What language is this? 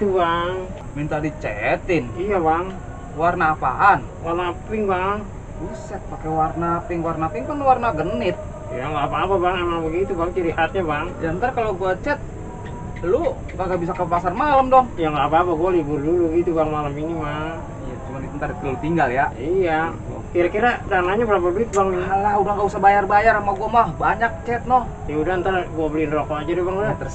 Betawi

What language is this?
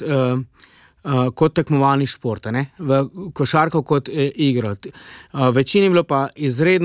Slovenian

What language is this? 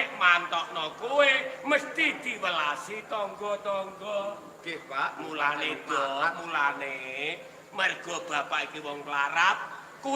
Javanese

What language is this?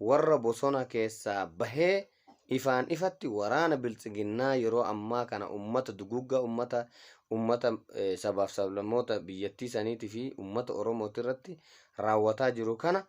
Oromo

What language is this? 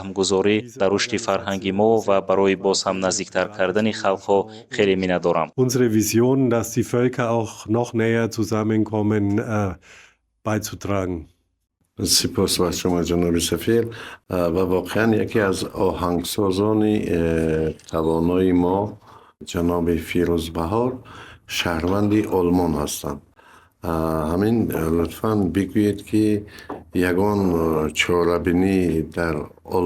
Tajik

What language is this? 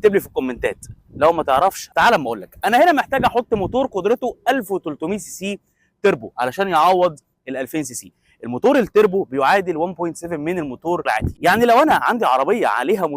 Egyptian Arabic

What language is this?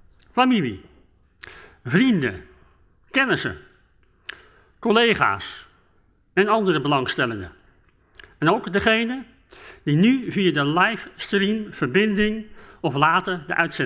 Dutch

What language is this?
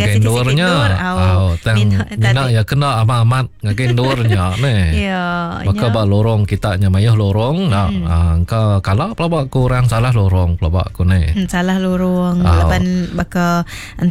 Iban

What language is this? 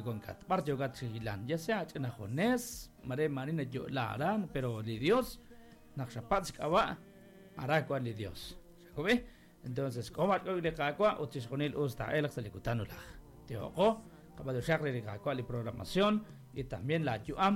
Kekchí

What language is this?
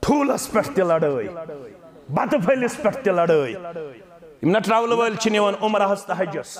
Kashmiri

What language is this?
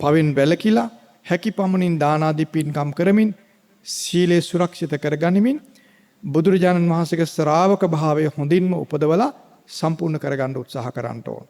Sinhala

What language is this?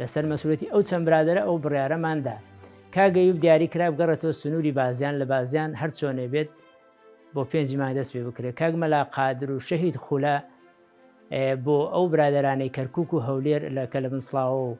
Central Kurdish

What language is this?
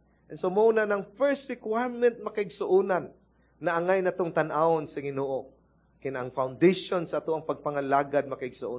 Cebuano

